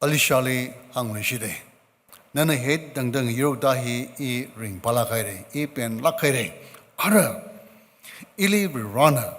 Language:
Tangkhul Naga (India)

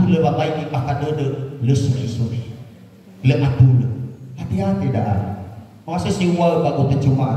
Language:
Nias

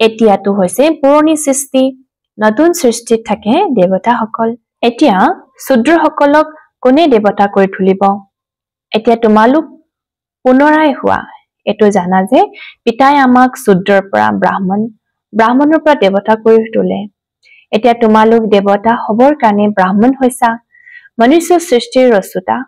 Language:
Assamese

